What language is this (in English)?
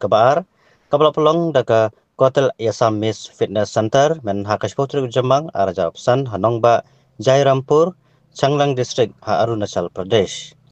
Khasi